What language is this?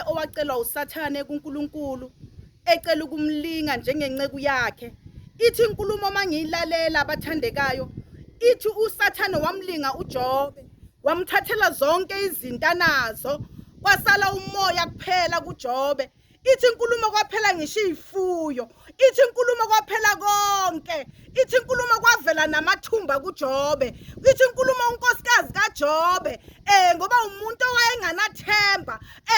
Zulu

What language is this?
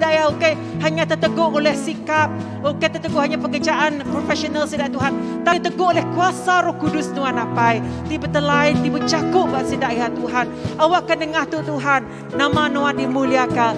Iban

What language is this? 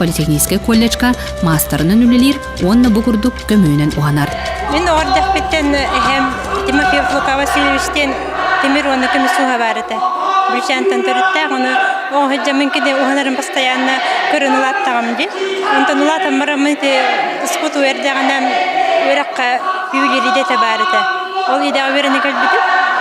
Yakut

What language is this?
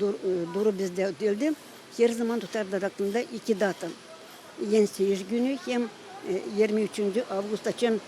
Gagauz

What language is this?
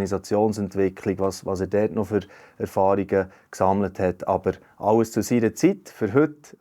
Swiss German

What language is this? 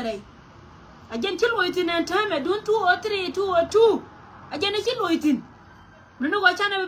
Nuer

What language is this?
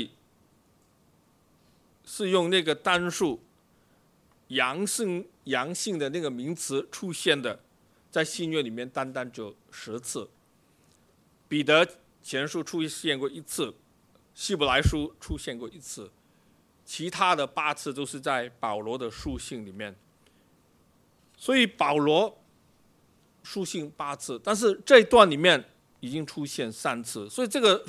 Chinese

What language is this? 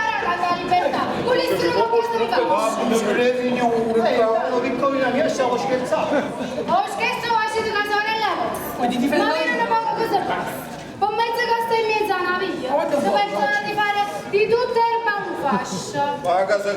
Neapolitan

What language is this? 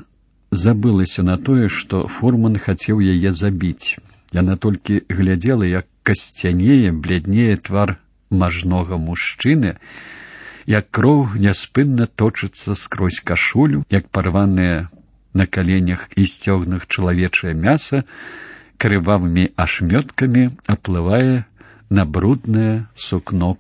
Belarusian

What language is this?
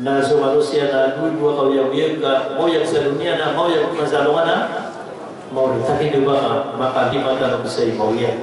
Maranao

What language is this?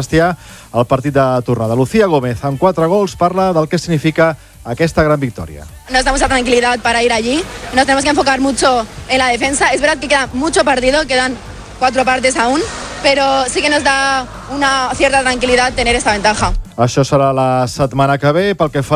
Catalan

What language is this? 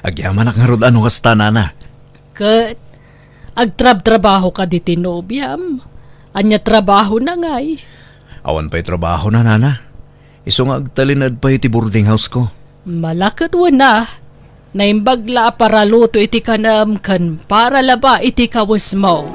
Iloko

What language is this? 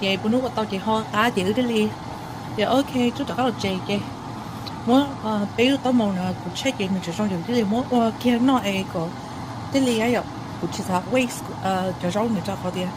Hmong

